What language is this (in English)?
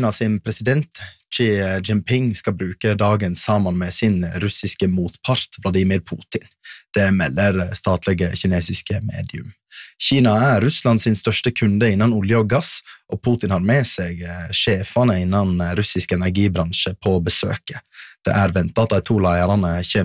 Norwegian